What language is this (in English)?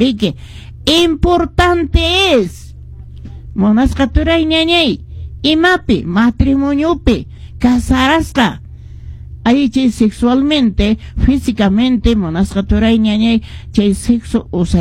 Quechua